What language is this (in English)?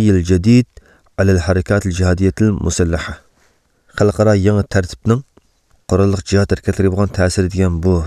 Uyghur